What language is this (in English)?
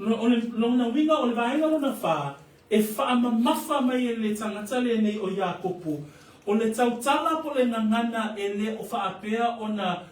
Samoan